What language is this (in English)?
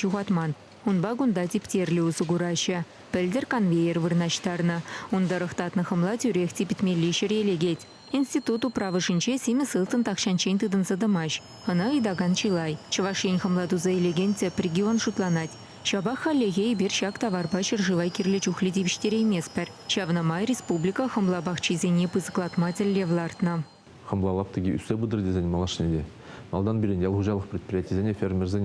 Chuvash